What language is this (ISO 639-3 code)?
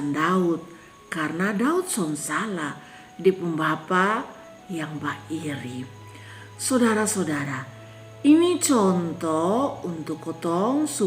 mkn